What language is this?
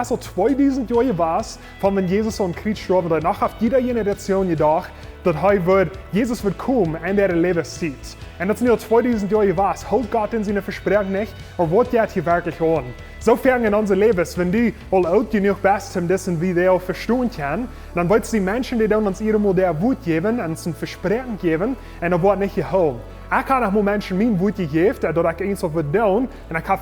Plautdietsch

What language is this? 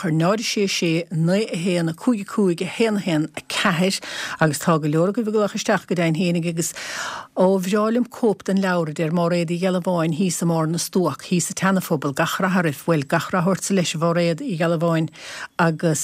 Irish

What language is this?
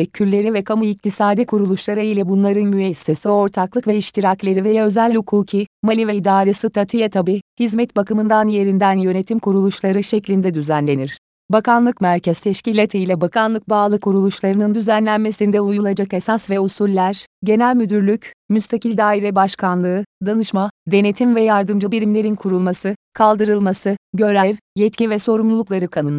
Turkish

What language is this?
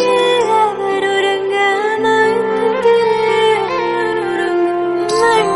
Tamil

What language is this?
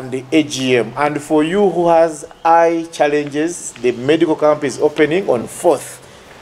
Nyoro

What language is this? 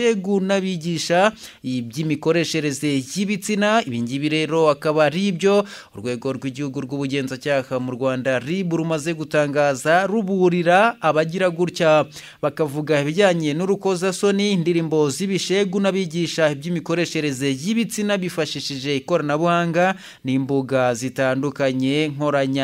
Kinyarwanda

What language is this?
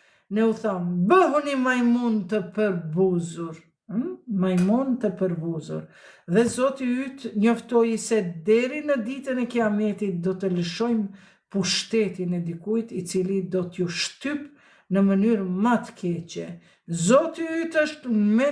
Albanian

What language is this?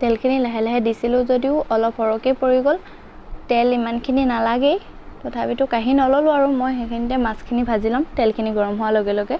Assamese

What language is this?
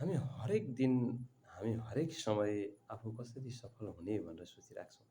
Nepali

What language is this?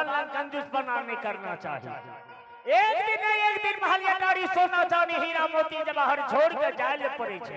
Maithili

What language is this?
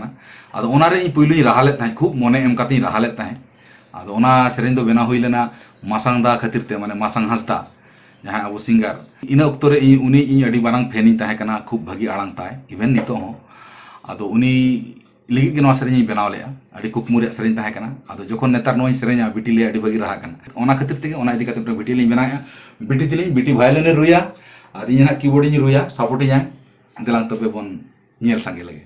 Santali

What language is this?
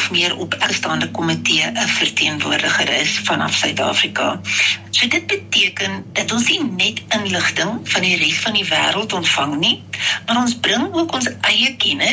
Afrikaans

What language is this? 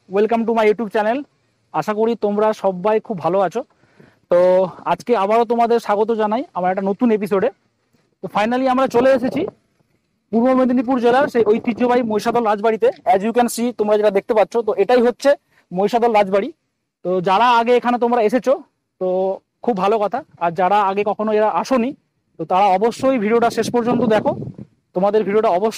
Bangla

